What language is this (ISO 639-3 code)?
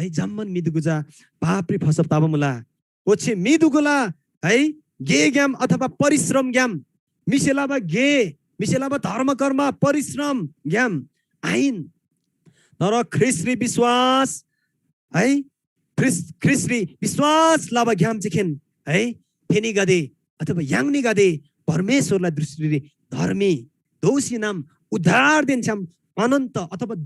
taj